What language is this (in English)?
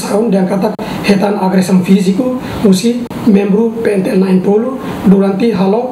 Tetum